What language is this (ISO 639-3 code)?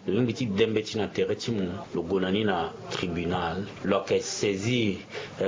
sag